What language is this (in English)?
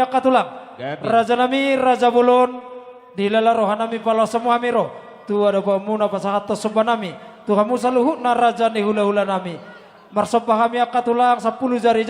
Batak Toba